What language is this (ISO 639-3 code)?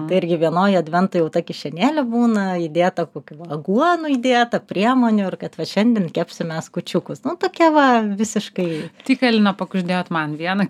lit